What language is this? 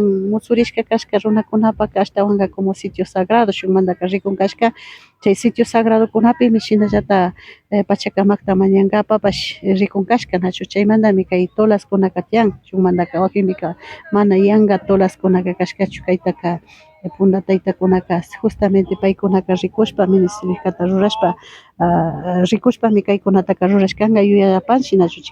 Imbabura Highland Quichua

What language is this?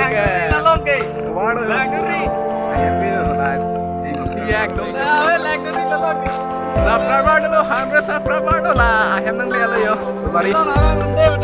Karbi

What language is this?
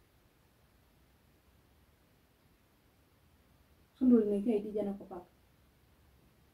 Swahili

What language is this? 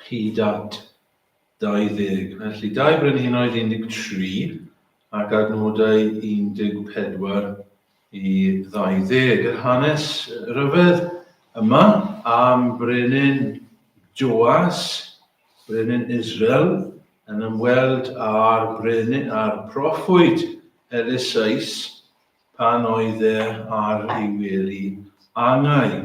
Welsh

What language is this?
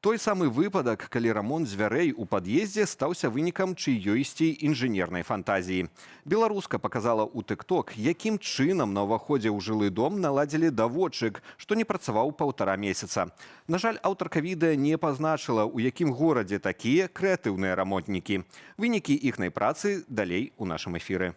Belarusian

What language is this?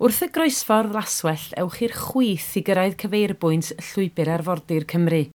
Welsh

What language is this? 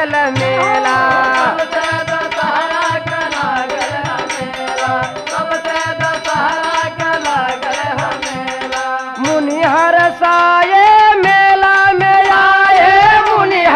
Bhojpuri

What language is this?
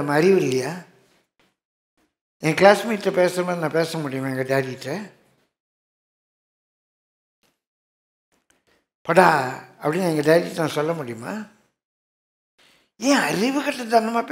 Tamil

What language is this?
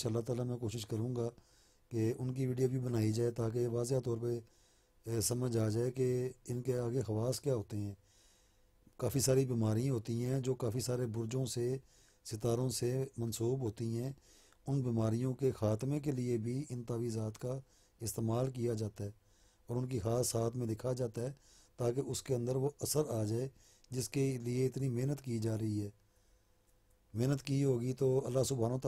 Urdu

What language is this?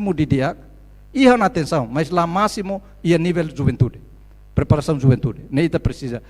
Tetum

